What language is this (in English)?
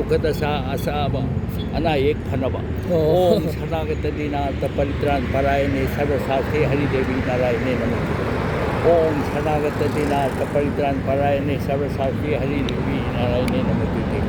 Manipuri